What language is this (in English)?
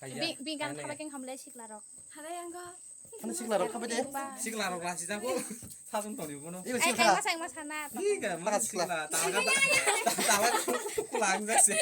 Kok Borok